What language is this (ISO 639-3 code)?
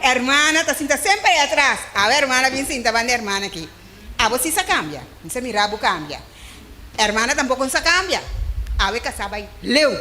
pap